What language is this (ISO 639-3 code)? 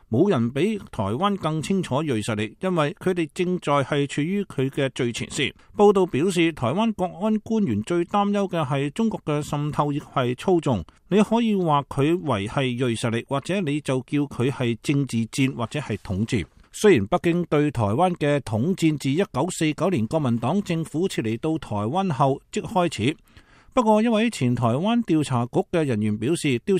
yue